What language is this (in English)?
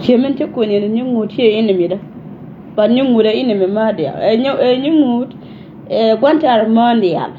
Nuer